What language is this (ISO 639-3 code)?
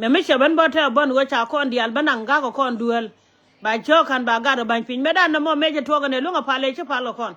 nus